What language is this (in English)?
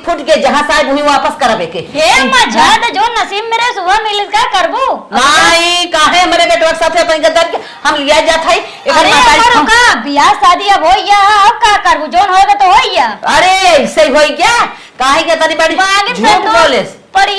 Awadhi